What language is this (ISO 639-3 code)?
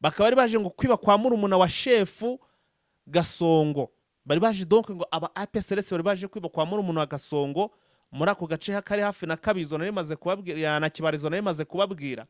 kin